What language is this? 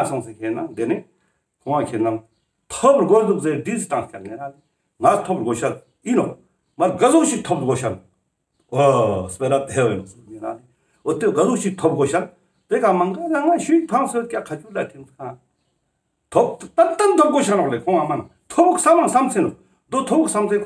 Ladakhi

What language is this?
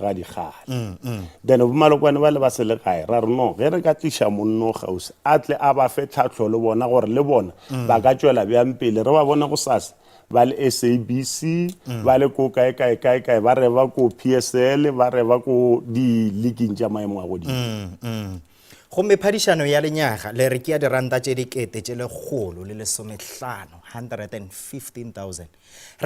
Northern Sotho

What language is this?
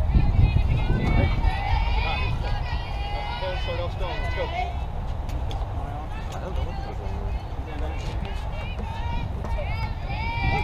English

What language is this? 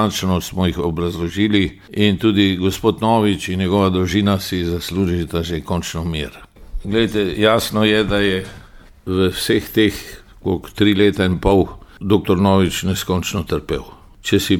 Slovenian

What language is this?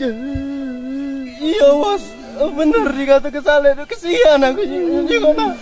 Musi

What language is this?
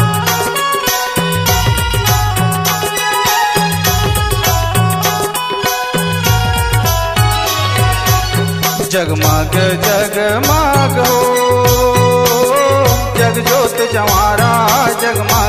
Chhattisgarhi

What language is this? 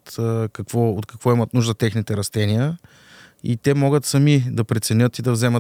Bulgarian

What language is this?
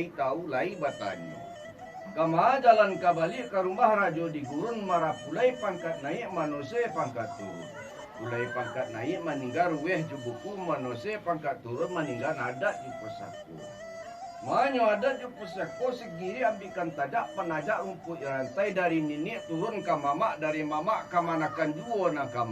Minangkabau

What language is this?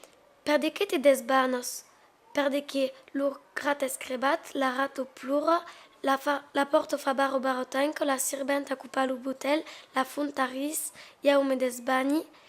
Occitan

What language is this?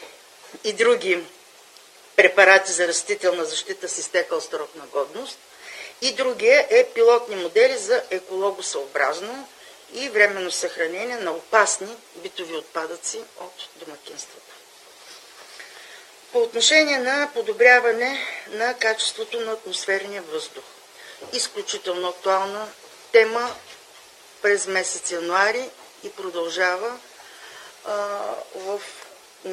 Bulgarian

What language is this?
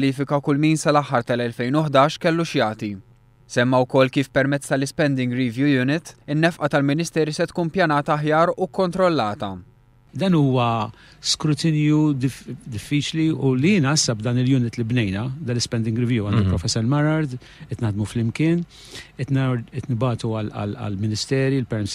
Maltese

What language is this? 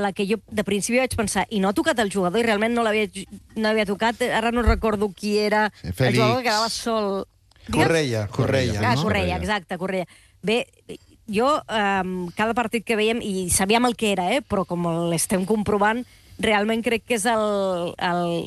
Catalan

